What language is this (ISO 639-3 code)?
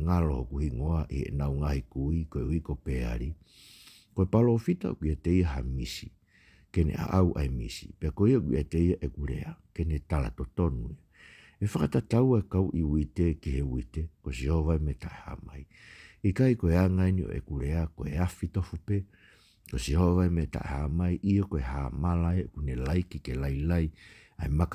ton